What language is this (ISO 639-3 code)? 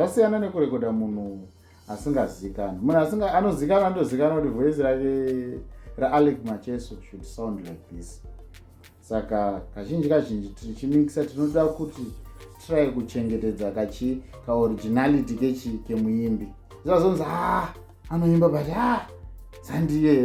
sna